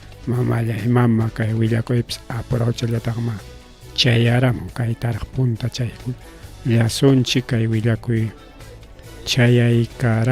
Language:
Ayacucho Quechua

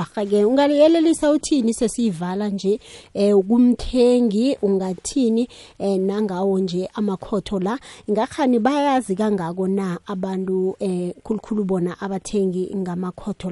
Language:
South Ndebele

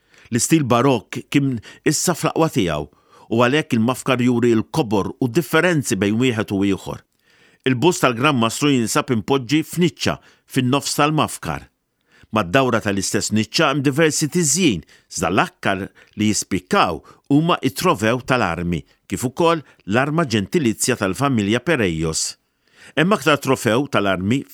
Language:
Maltese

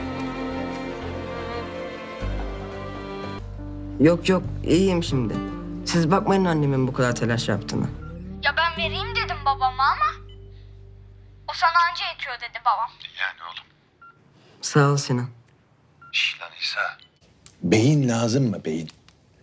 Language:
Turkish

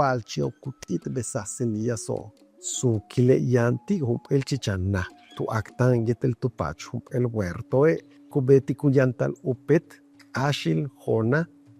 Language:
Yucateco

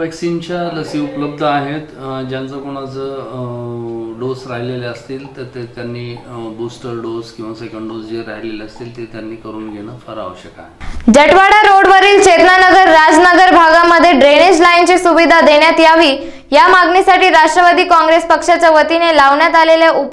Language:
Marathi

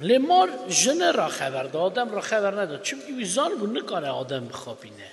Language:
Kurdish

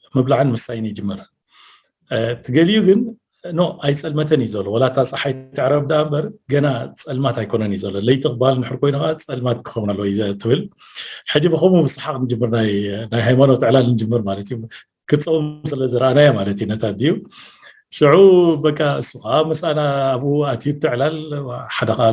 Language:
Tigrinya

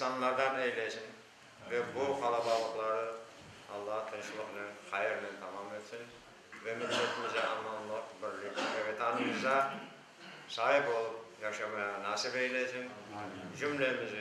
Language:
Crimean Tatar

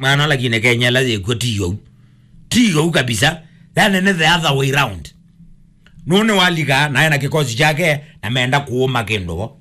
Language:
Kamba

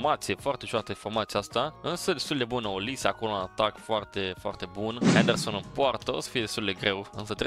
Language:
Romanian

